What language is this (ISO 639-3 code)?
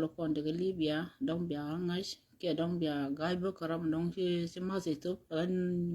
nus